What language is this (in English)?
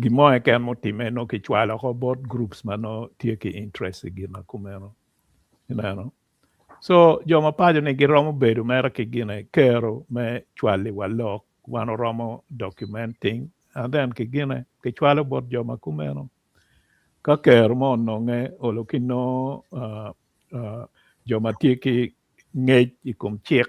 Acoli